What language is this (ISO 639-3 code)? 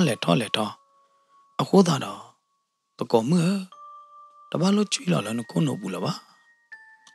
ksw